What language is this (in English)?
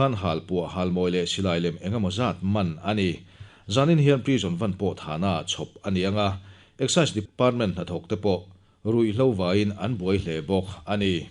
Mizo